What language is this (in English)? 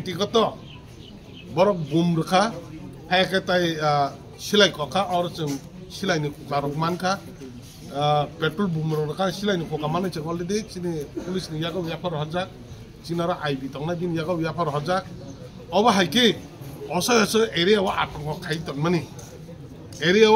Kok Borok